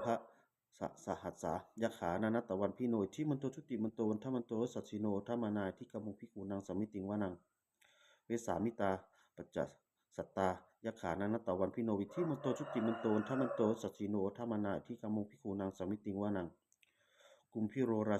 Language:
Pali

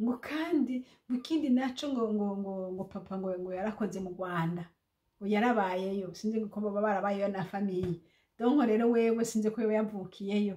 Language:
Rundi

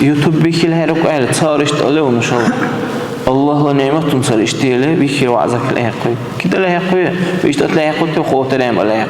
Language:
Dargwa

